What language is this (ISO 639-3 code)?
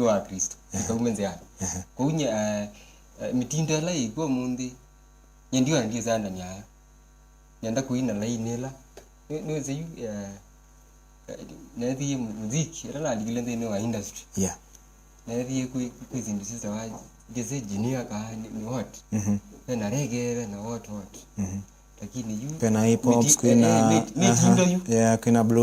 kam